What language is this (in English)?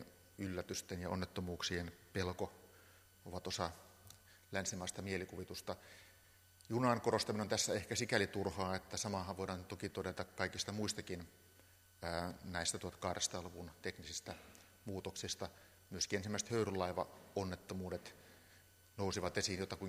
Finnish